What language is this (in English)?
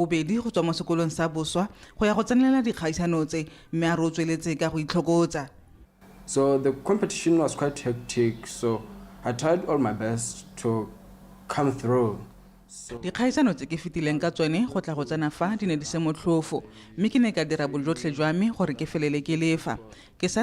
Tswana